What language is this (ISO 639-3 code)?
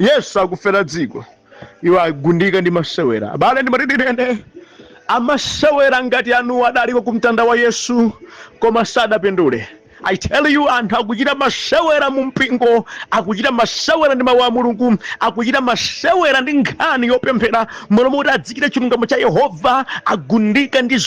nya